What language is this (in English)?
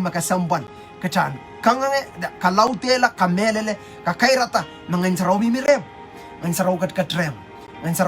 Pohnpeian